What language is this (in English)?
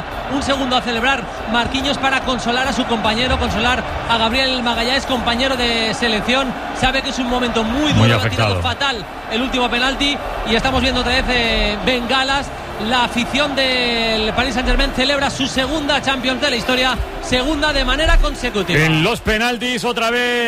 Spanish